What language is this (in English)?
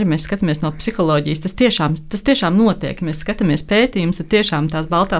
Latvian